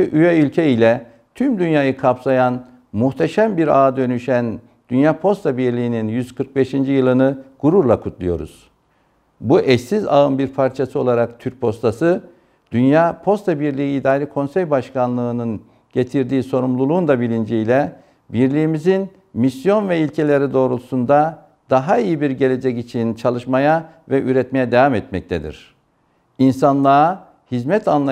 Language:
Turkish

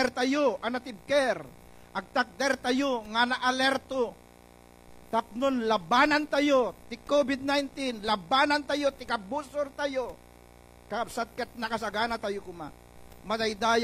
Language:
Iloko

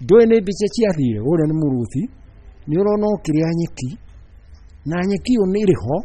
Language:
Kikuyu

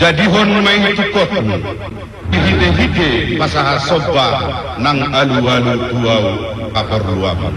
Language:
Batak Toba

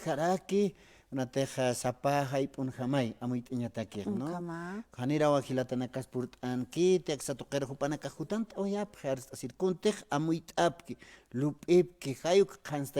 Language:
Aymara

